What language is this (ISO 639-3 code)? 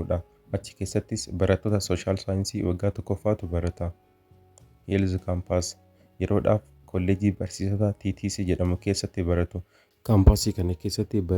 orm